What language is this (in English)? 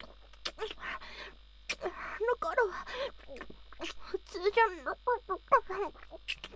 Japanese